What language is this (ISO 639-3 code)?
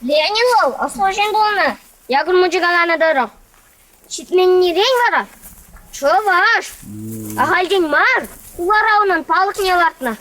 chv